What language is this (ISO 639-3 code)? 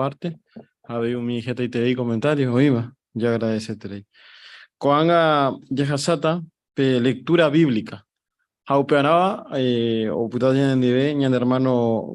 grn